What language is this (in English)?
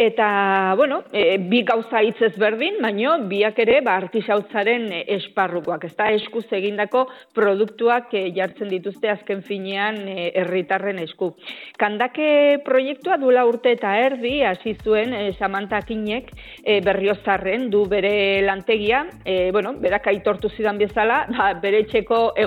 Basque